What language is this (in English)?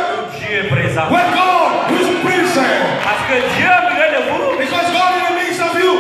French